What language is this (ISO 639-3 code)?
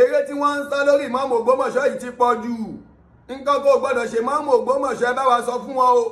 yor